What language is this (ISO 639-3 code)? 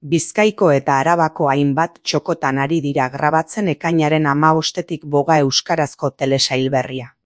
eus